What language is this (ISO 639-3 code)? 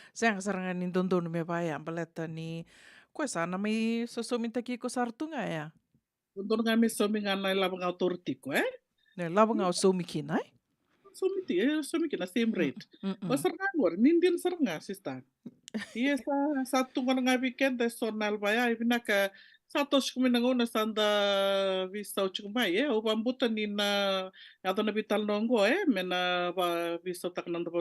fij